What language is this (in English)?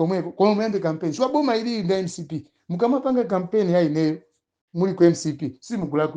Nyanja